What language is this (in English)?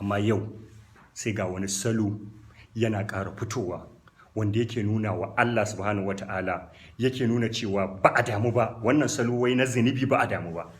Hausa